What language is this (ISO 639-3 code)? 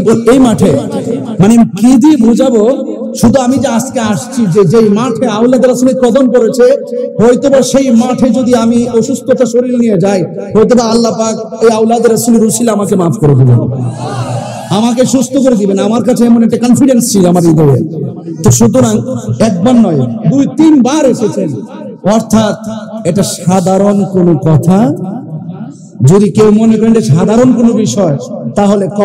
ben